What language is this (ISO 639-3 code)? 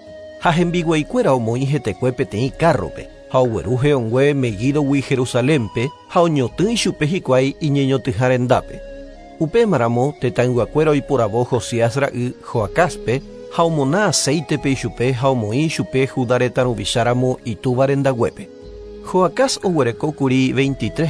grn